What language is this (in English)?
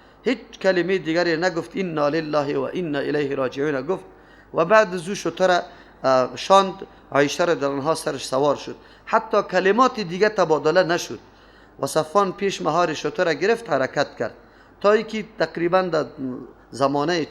Persian